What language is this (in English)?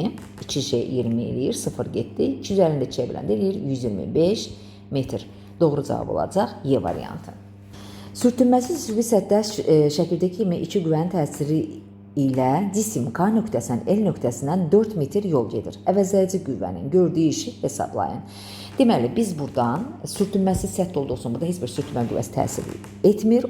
Azerbaijani